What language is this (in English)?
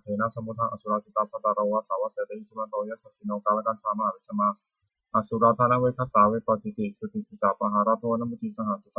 Pali